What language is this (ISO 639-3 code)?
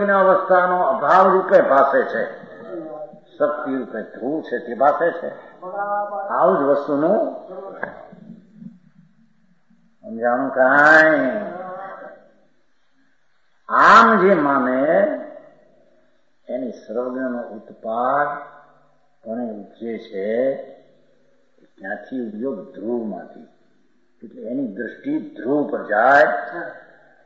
guj